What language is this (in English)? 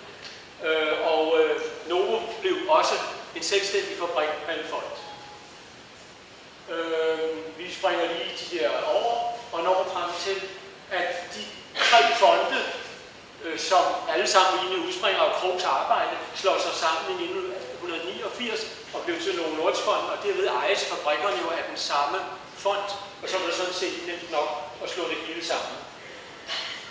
Danish